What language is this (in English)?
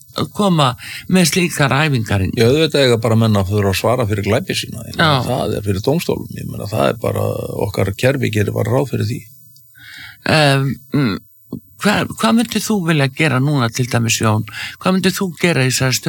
Icelandic